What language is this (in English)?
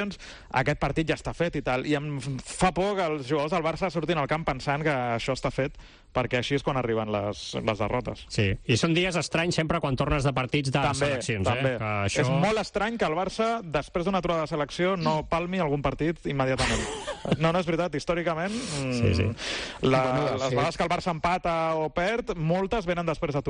Catalan